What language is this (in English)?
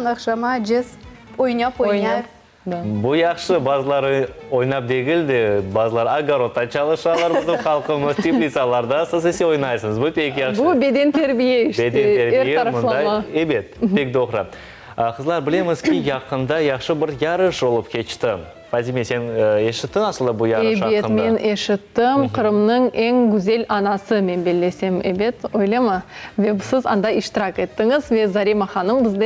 Crimean Tatar